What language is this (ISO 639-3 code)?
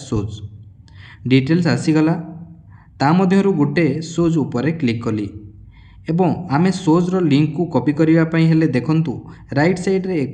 ori